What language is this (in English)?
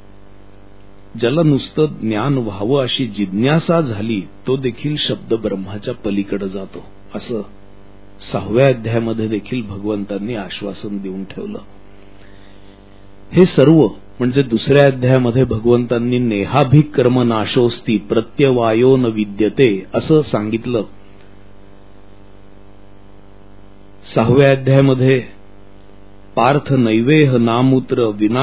Marathi